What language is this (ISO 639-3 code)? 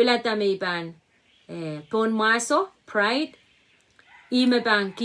pon